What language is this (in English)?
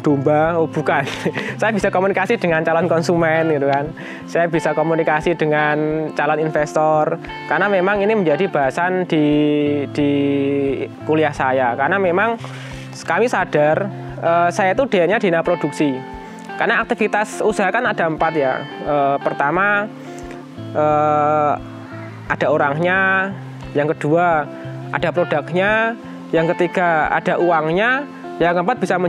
Indonesian